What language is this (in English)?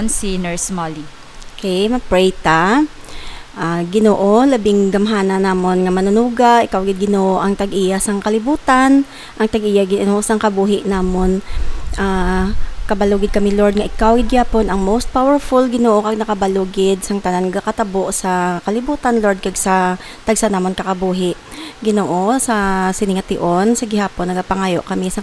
Hiligaynon